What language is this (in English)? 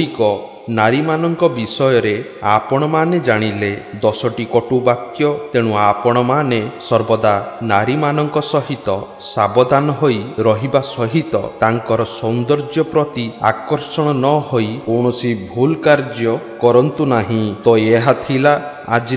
Odia